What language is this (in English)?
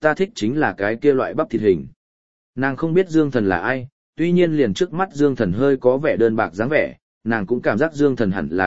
Vietnamese